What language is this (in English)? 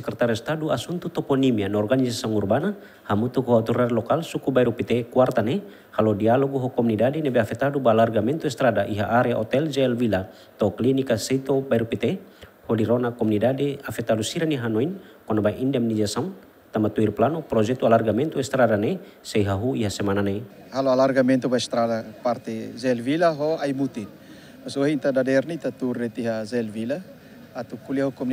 Tetum